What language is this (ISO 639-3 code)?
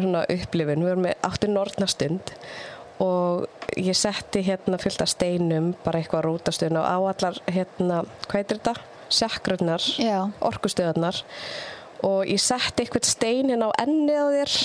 isl